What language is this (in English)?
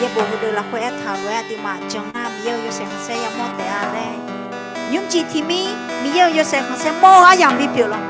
Akha